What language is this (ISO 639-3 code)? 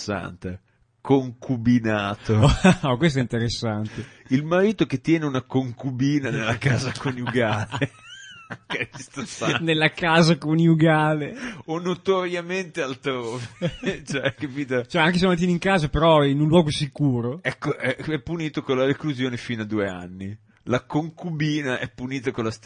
ita